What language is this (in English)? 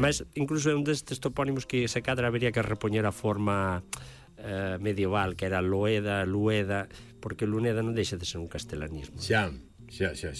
Galician